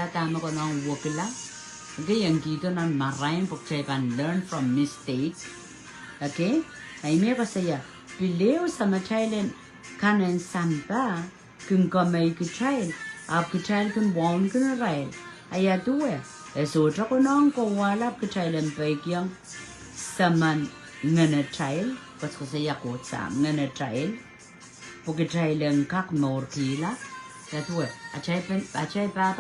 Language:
Pohnpeian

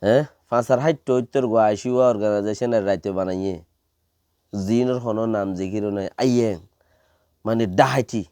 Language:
Rohingya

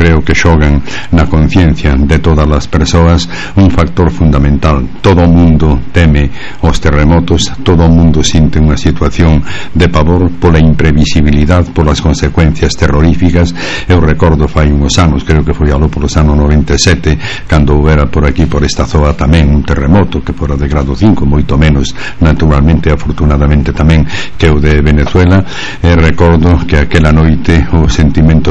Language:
Galician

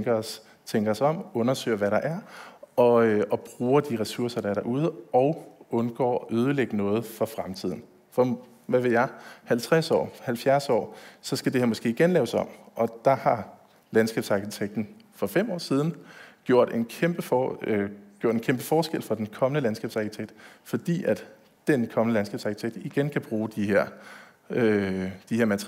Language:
Danish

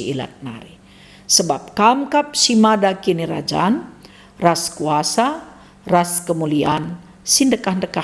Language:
Batak Karo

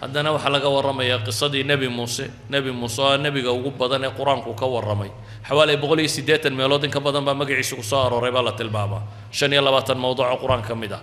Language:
Somali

